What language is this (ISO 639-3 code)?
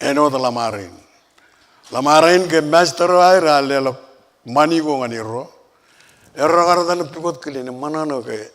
mah